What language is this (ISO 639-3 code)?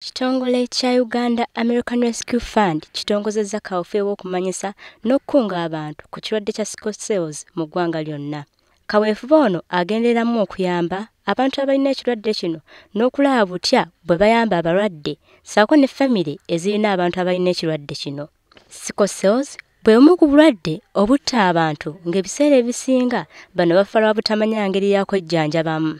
lug